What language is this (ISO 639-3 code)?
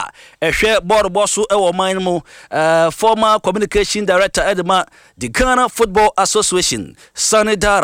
aka